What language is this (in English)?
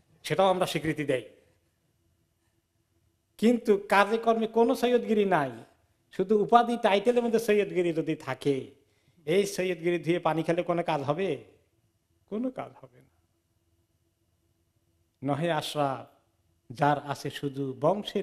Bangla